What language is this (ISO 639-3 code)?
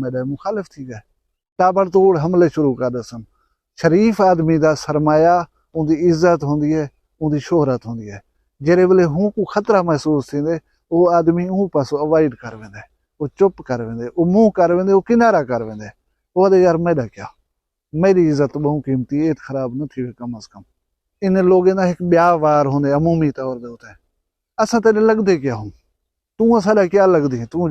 skr